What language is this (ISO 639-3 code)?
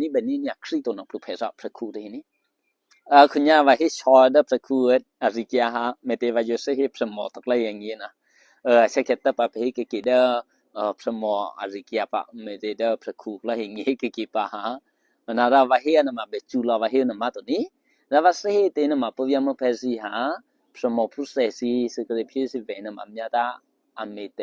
eky